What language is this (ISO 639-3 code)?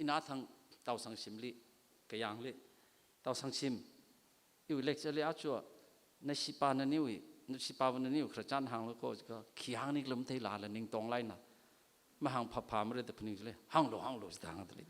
nmf